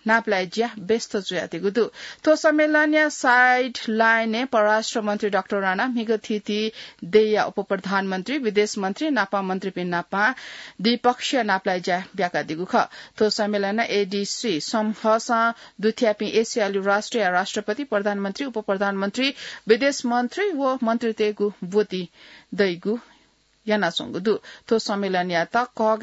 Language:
Newari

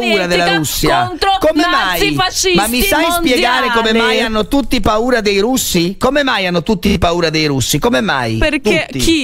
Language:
Italian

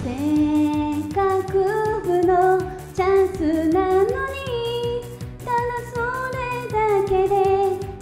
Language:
Japanese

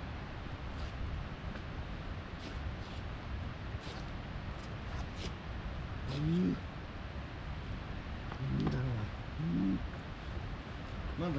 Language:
Japanese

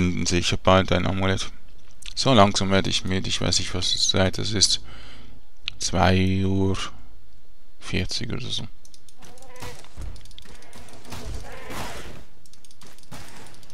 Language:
German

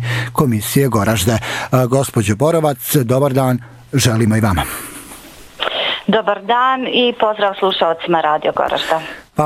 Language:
Bosnian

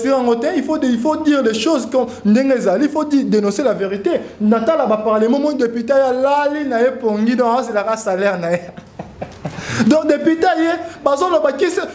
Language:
Lingala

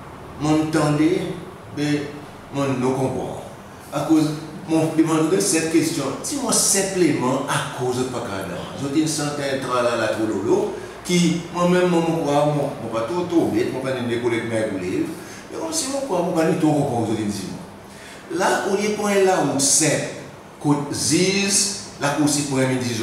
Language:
Seselwa Creole French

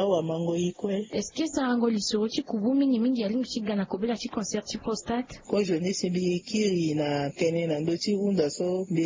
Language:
Sango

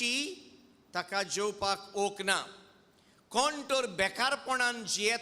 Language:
Konkani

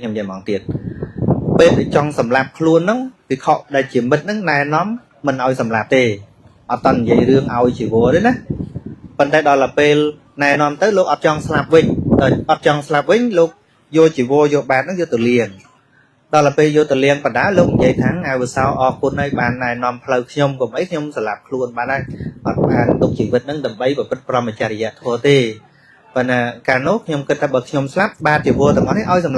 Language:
Khmer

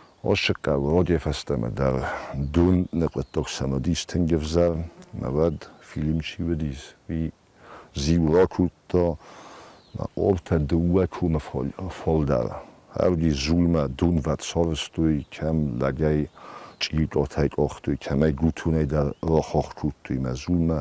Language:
Ossetic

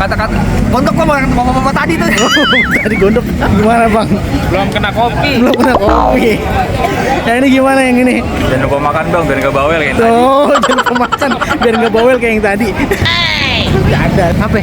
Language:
Betawi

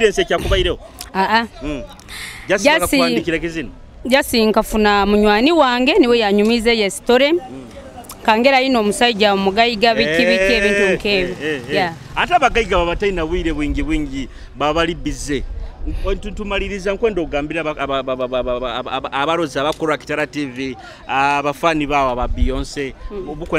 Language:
Nyoro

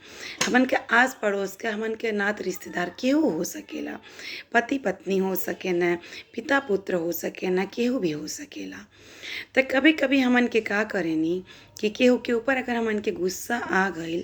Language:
Bhojpuri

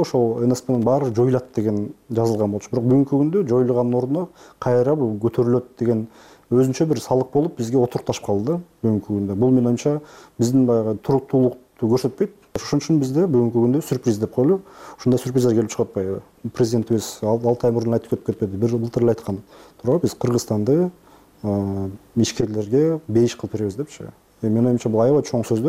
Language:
Kyrgyz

